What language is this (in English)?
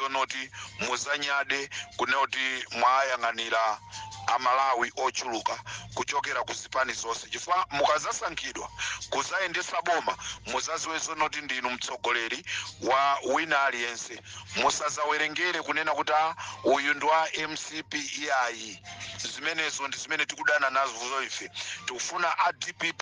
Nyanja